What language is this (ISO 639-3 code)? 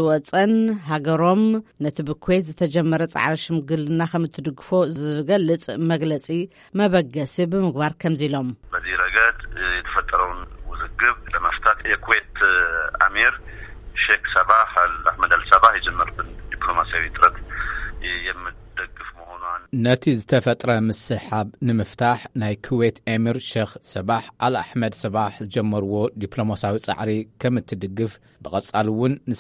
tir